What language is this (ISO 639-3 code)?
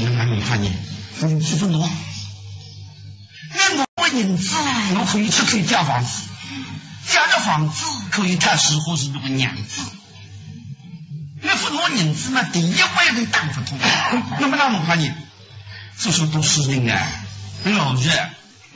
zho